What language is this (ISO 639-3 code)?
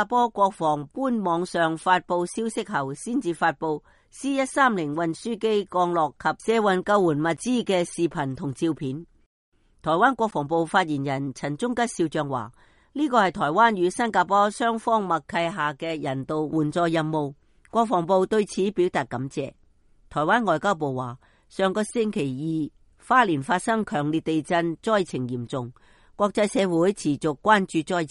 yue